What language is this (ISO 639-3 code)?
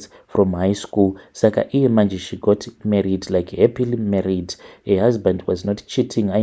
sna